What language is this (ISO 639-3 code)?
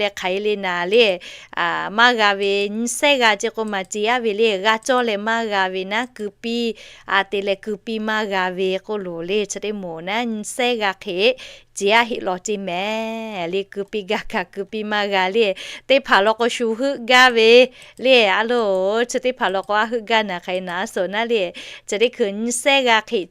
lhu